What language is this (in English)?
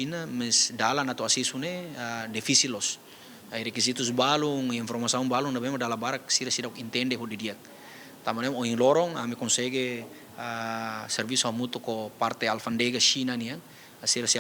Tetum